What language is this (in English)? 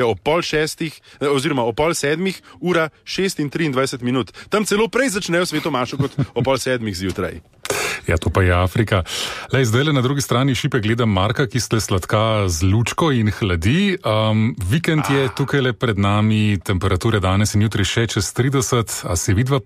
Slovenian